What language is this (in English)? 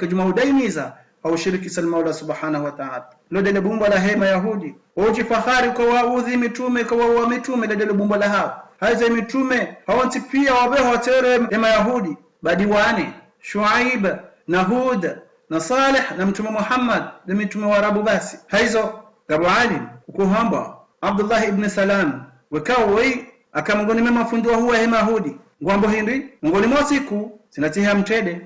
Ngazidja Comorian